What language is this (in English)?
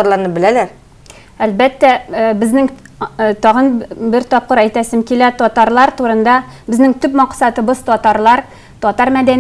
Tatar